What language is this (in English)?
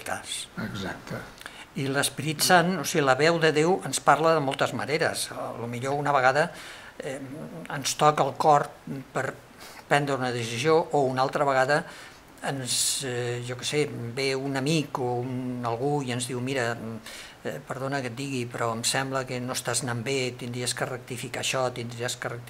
Catalan